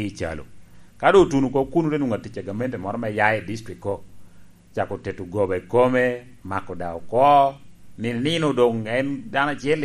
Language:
Lango (Uganda)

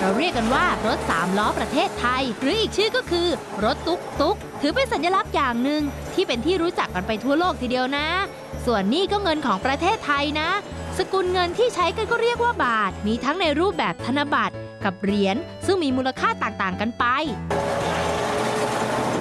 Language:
Thai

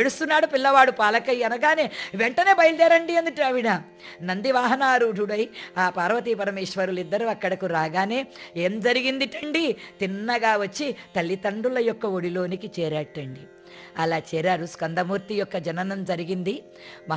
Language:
Telugu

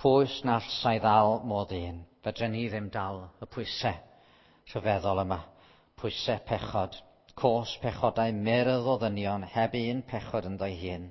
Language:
Welsh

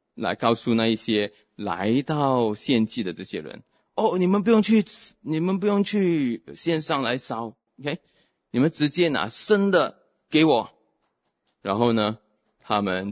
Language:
Chinese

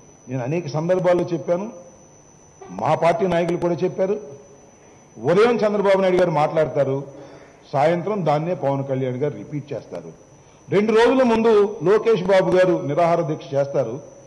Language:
Telugu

